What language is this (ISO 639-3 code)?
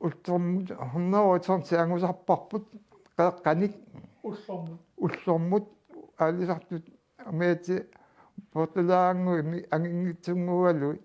kal